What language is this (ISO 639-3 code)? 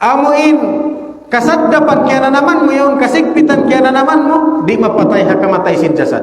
tsg